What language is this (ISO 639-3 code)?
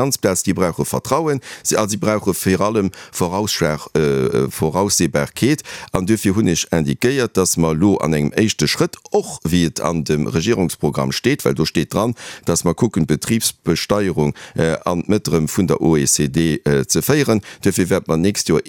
ltz